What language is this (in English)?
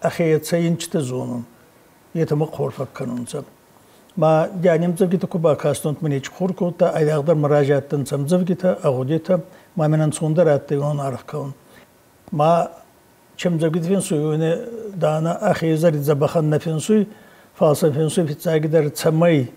Ossetic